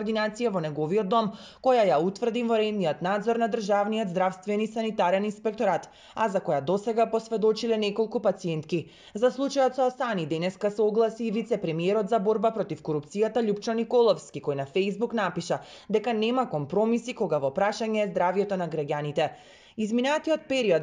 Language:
Macedonian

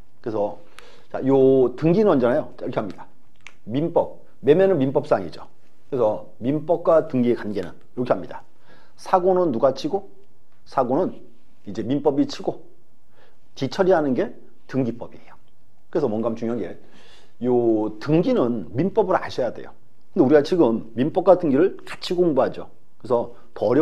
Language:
Korean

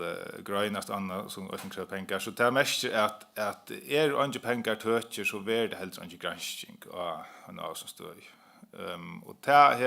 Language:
Faroese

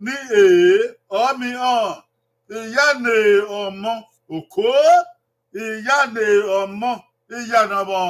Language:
Bini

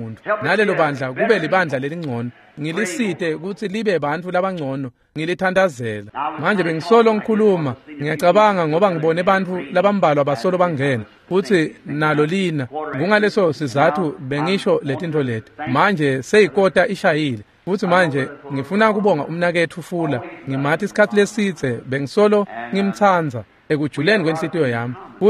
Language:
Swati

